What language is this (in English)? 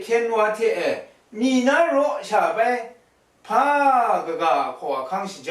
Kachin